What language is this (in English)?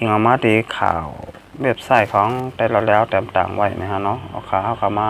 Shan